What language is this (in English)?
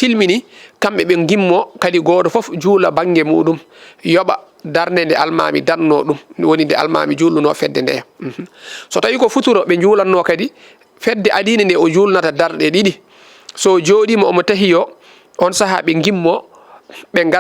Fula